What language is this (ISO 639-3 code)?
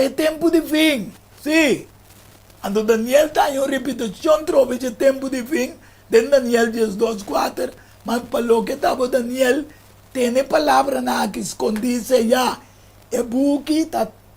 pap